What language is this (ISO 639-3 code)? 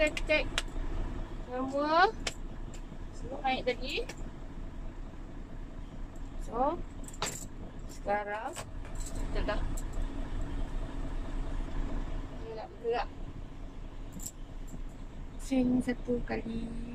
msa